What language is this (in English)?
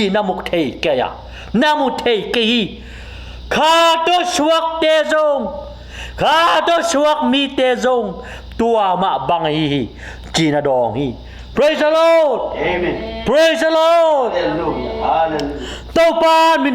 Tedim Chin